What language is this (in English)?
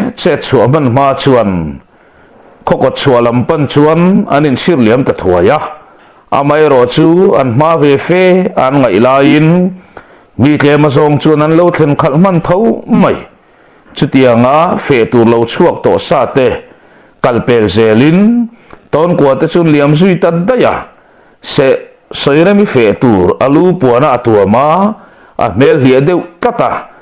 Mizo